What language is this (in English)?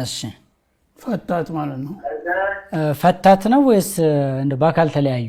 Amharic